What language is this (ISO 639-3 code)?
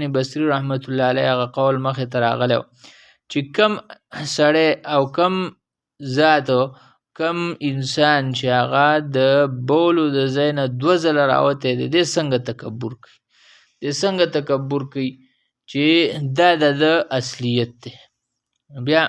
pus